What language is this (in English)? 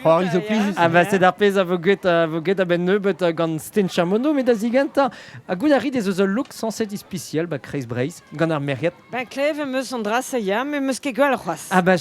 Breton